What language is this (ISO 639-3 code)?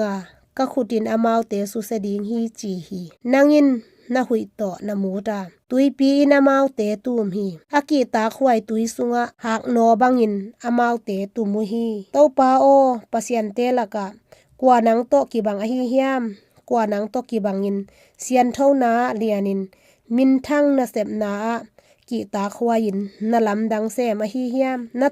ctd